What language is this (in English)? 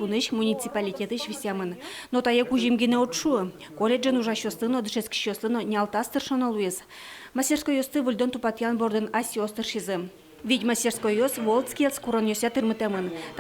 Udmurt